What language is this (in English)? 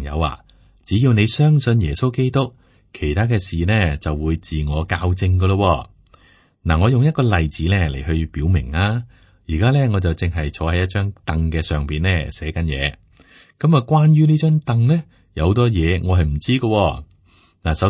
Cantonese